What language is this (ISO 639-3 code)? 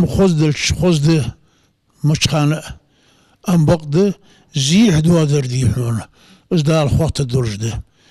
inh